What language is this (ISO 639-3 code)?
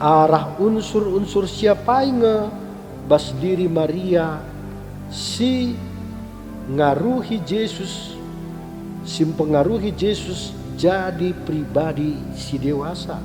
btx